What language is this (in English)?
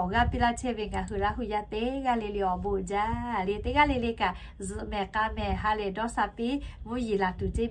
Lahu